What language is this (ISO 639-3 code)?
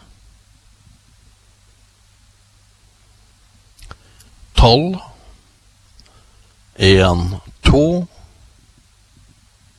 nor